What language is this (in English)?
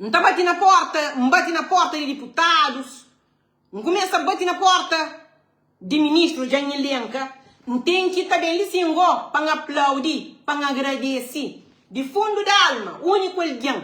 Kabuverdianu